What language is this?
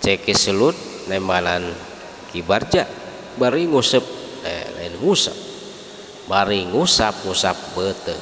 Sundanese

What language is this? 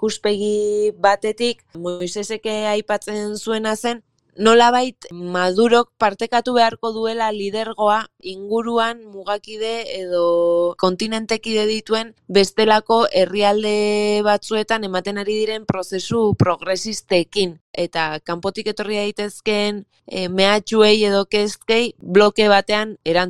Basque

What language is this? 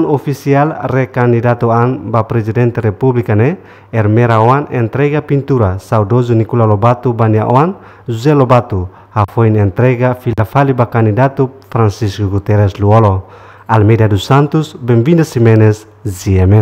Tetum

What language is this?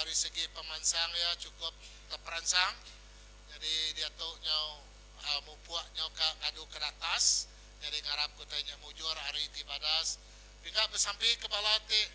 Iban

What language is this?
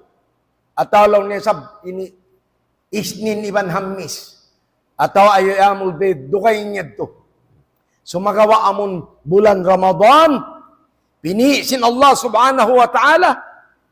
Tausug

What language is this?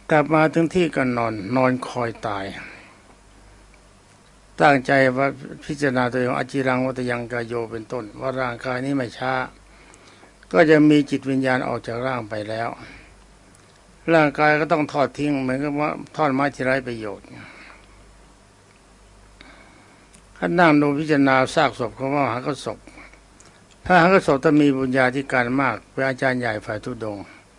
Thai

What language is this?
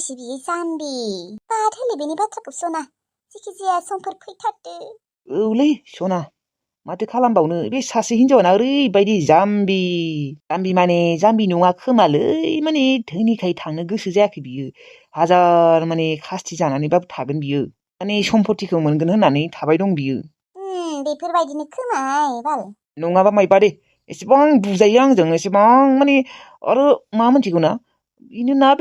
Bodo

